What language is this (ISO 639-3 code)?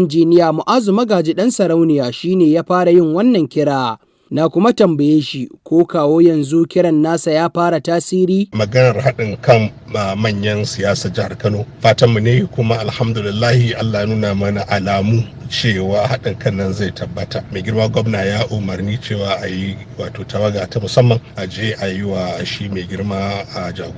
hau